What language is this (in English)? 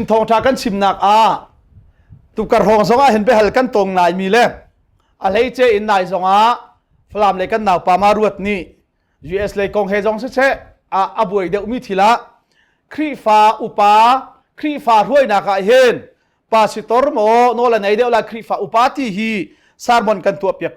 Hakha Chin